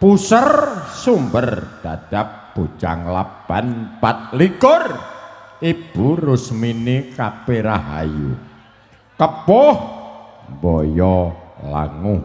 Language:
Javanese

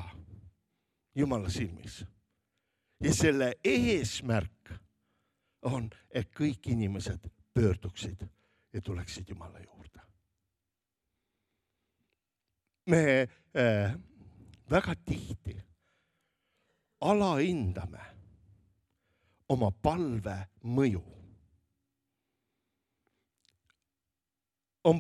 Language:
Estonian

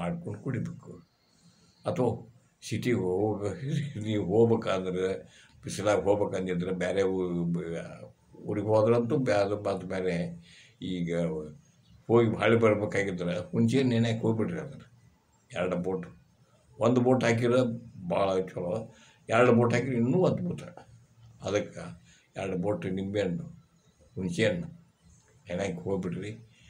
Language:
Kannada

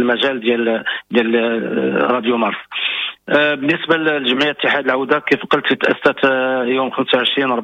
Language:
Moroccan Arabic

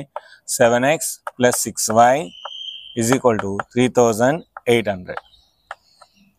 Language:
Telugu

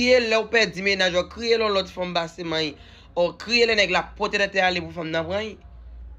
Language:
Haitian Creole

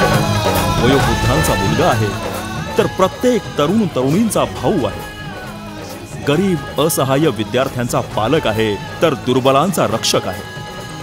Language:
Marathi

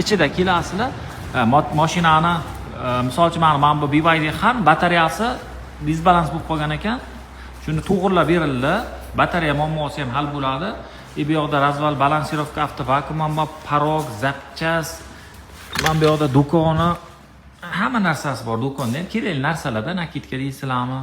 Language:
Uzbek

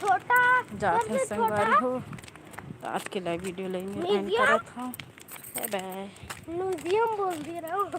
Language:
Chhattisgarhi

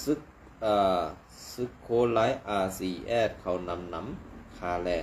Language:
Shan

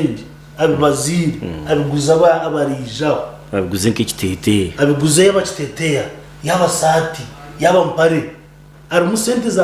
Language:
Nyankole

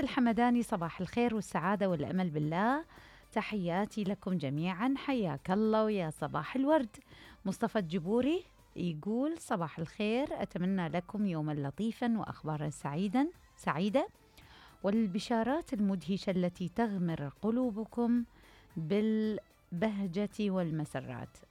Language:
Mesopotamian Arabic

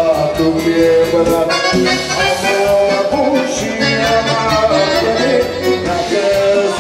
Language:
Romanian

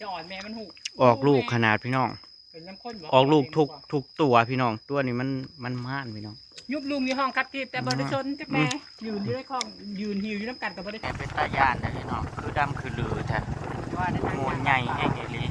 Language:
Northeastern Thai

